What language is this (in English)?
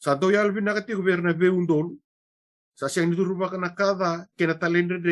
Fijian